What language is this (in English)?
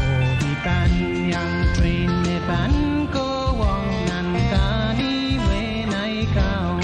Pohnpeian